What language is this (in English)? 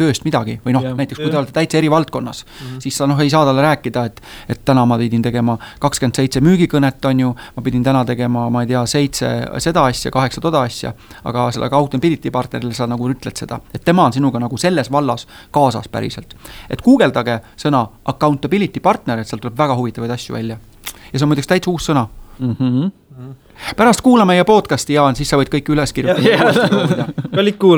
Estonian